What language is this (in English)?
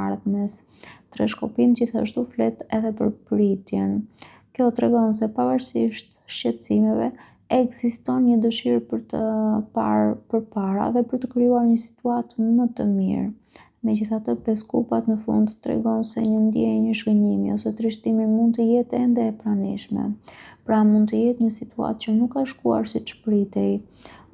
Albanian